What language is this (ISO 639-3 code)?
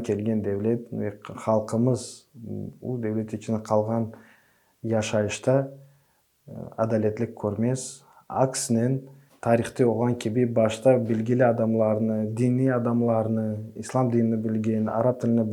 crh